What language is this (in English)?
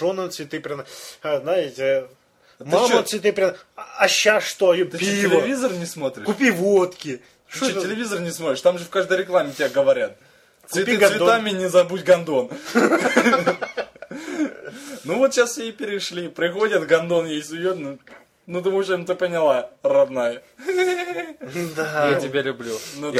Russian